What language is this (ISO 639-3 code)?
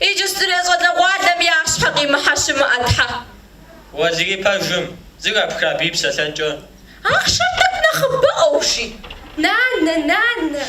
kbd